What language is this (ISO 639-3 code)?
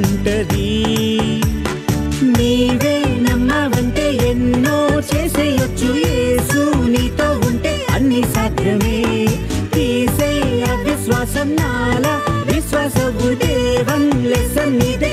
tel